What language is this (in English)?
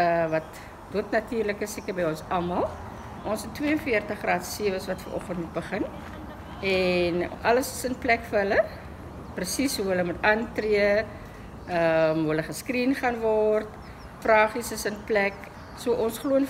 Afrikaans